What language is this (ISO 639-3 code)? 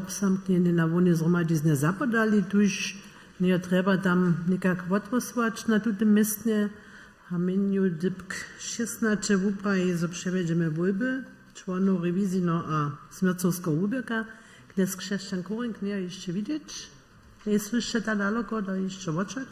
hsb